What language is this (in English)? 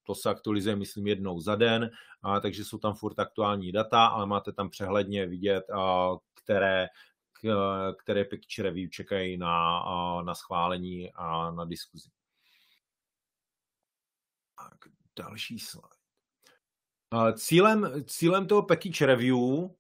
Czech